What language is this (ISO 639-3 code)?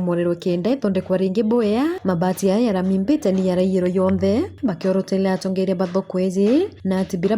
mer